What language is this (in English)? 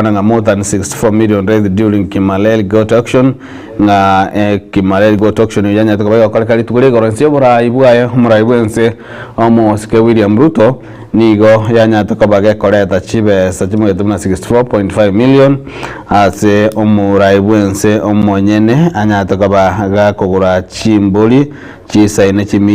Gusii